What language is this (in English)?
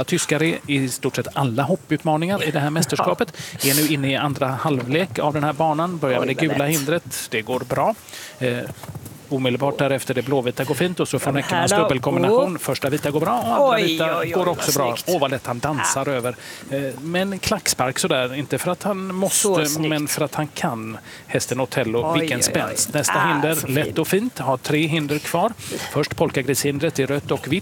Swedish